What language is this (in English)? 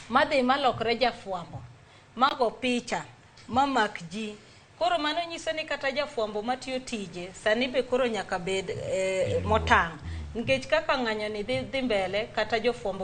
Luo (Kenya and Tanzania)